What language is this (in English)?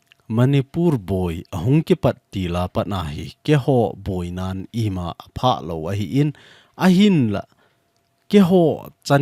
Thado Chin